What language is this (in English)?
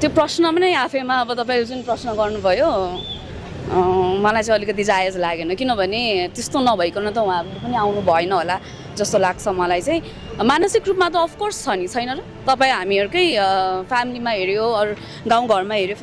Nepali